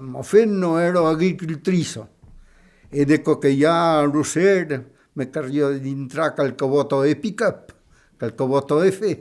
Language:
Occitan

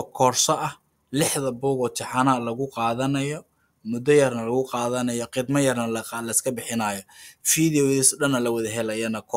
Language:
Somali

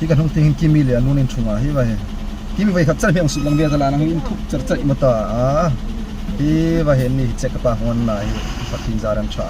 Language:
Hmar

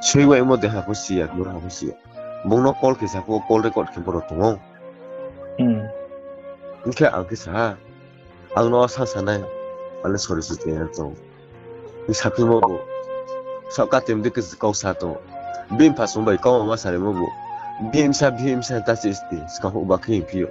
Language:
Riang (India)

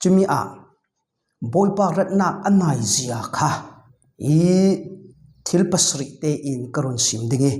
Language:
Falam Chin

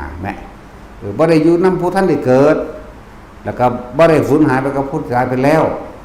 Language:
Lao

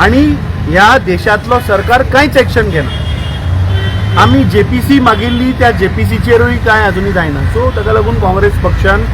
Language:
Konkani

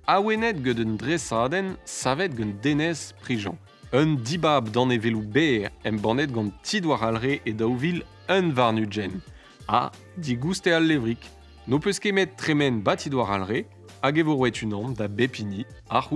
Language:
Breton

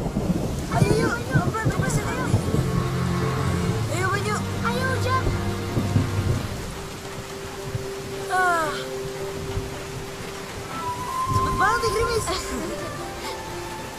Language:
Indonesian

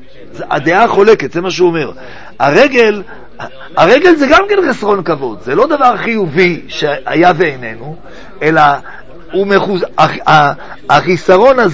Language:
Hebrew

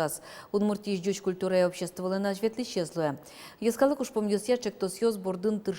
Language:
Udmurt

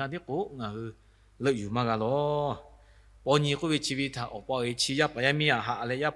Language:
Lahu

